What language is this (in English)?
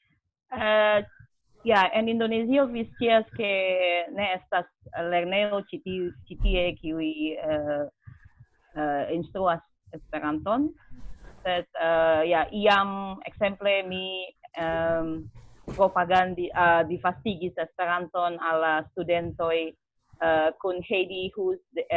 Esperanto